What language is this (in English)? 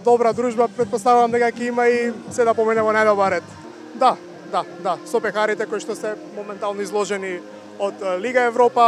Macedonian